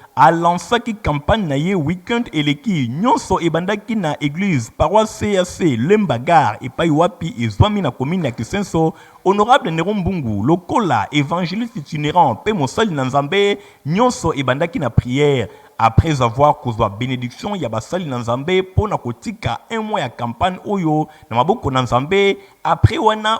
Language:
Lingala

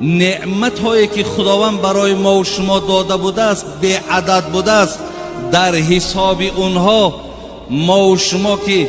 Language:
Tajik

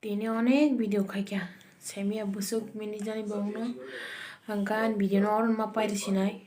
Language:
Kok Borok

